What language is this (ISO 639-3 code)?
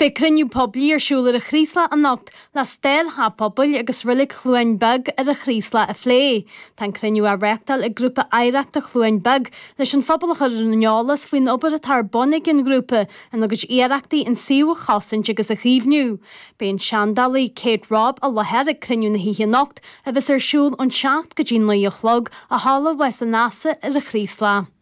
gle